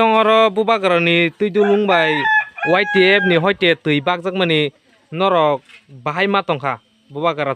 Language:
Kok Borok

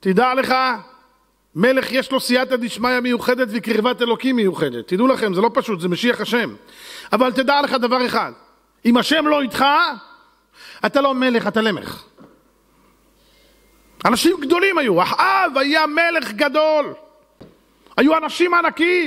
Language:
Hebrew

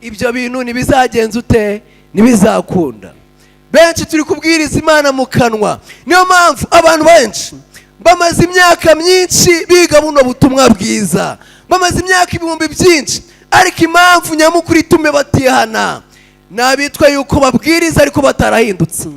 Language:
Kinyarwanda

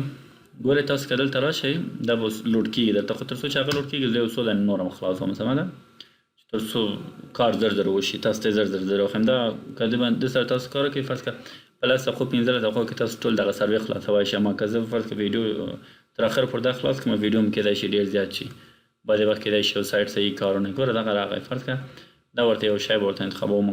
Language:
Pashto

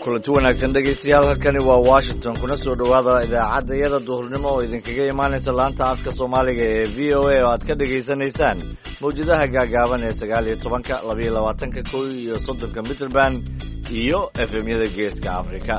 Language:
Somali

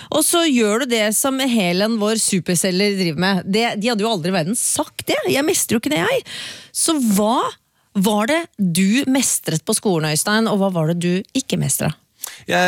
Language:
Norwegian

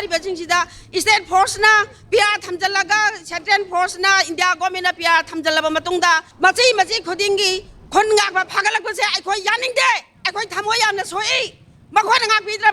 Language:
Manipuri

